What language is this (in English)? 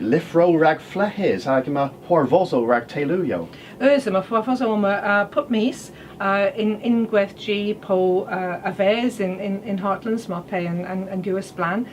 Cornish